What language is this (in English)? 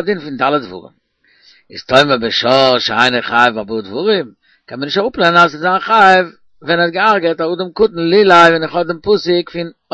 Yiddish